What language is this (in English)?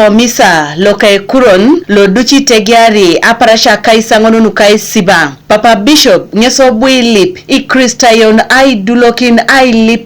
Teso